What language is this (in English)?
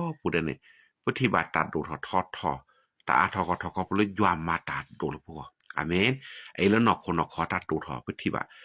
S'gaw Karen